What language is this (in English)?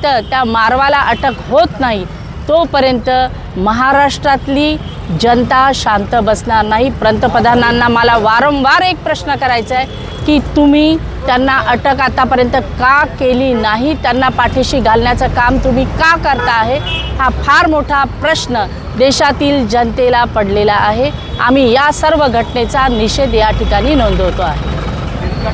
Marathi